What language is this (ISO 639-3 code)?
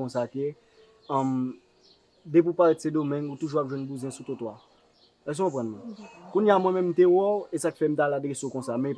hat